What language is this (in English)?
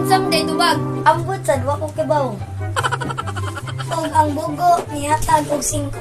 Cebuano